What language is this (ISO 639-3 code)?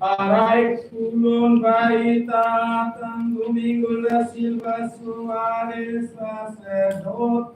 tet